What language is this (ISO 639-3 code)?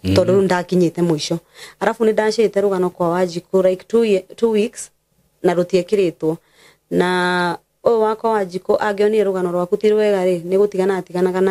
kik